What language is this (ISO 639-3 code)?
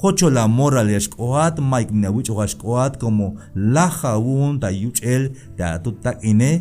tzh